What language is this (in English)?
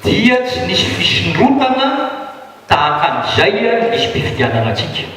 Malagasy